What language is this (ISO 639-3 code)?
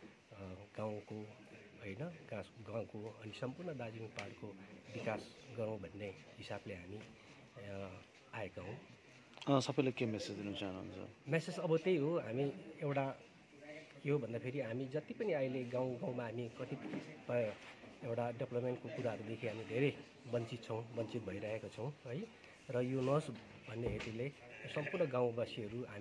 nep